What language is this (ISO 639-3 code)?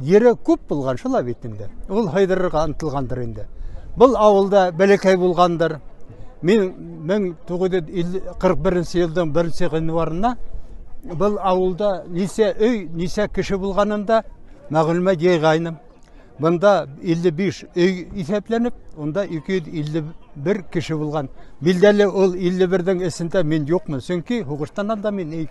bak